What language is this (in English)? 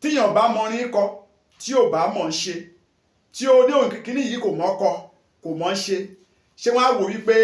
Yoruba